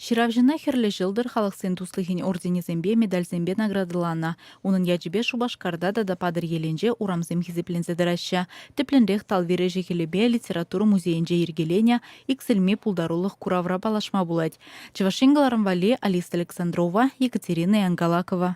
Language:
Chuvash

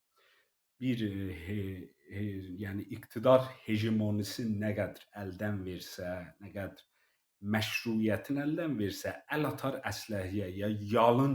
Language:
South Azerbaijani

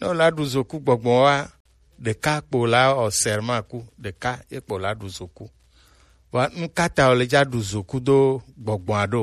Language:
Gen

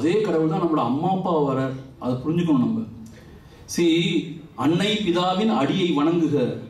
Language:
Tamil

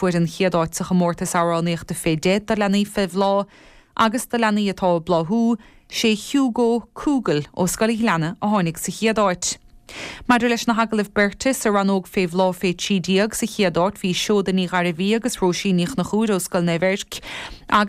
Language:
Irish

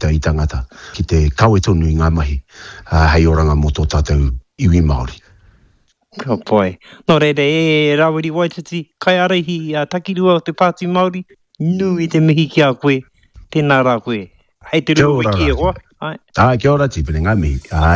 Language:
Māori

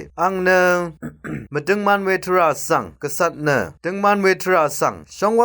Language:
Rawang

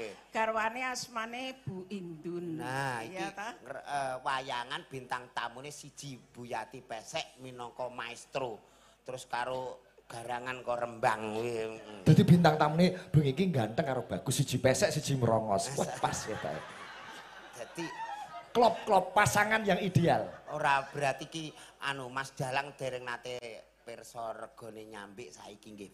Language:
Javanese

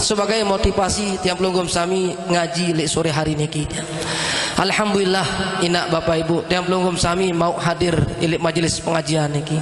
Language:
Sasak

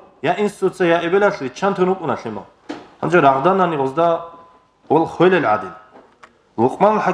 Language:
Avaric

